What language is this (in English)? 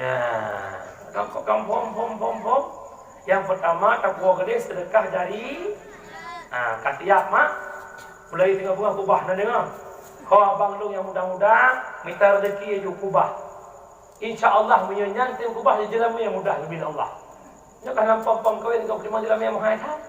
Achinese